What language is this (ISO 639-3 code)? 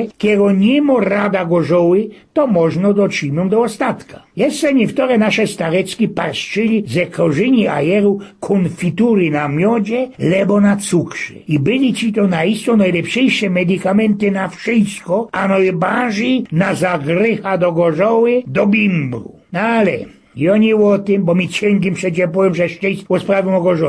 szl